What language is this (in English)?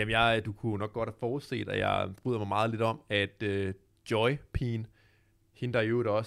Danish